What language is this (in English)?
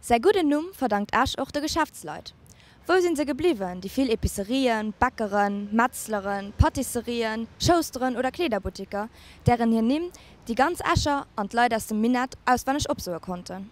Luxembourgish